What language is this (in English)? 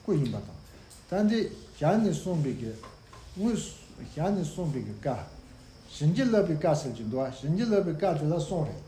Tibetan